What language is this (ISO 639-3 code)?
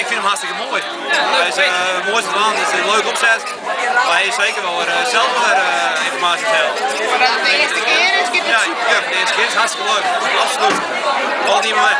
fry